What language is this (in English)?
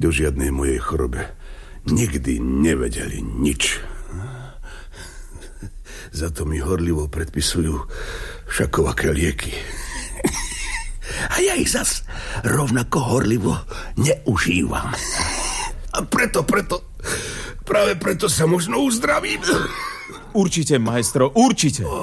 Slovak